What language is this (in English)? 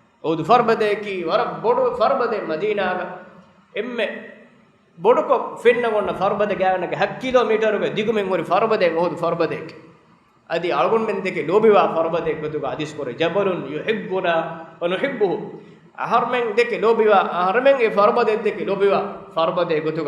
Divehi